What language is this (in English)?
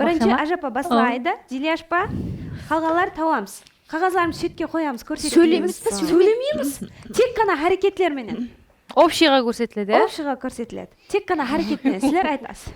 Kara-Kalpak